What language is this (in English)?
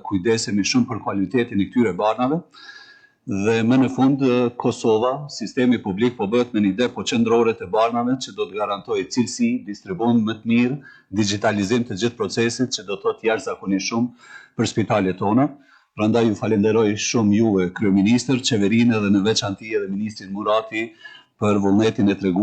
Albanian